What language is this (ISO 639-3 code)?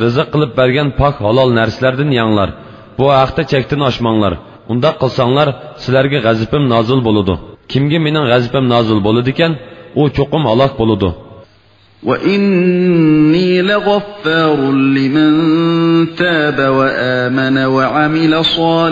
uig